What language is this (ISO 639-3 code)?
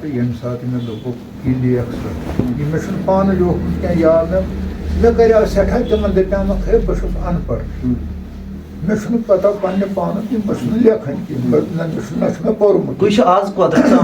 kas